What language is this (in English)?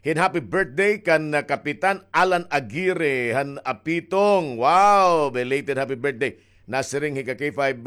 Waray